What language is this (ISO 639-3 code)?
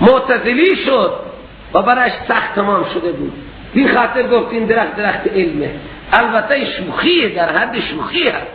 fas